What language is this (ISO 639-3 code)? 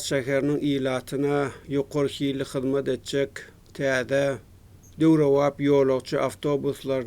tuk